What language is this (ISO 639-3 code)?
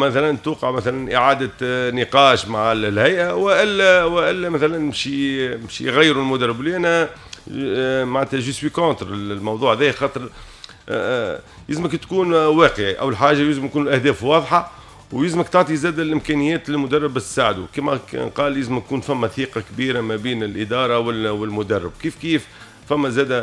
aeb